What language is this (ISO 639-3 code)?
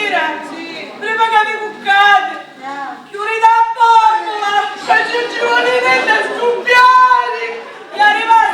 scn